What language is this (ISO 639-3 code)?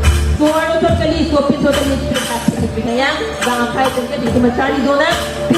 mjw